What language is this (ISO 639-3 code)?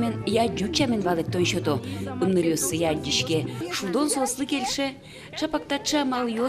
udm